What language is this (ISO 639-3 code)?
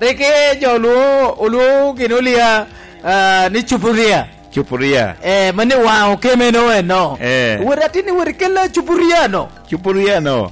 laj